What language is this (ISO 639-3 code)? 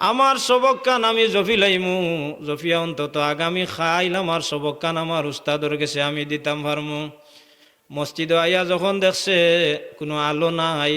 syl